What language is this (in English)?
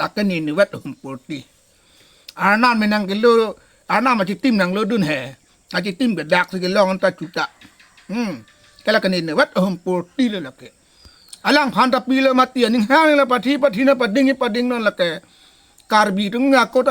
Karbi